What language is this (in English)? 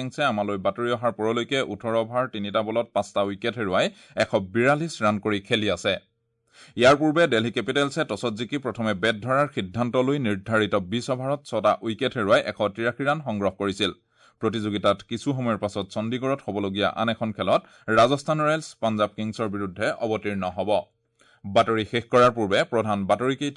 Assamese